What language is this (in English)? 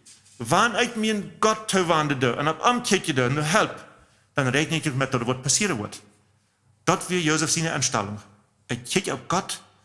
Plautdietsch